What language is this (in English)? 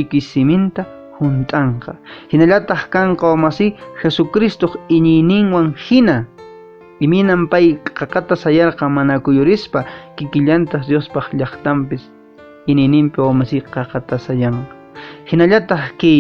Quechua